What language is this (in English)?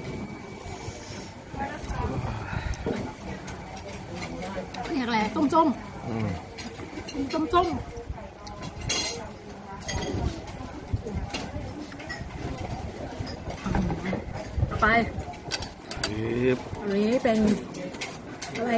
Thai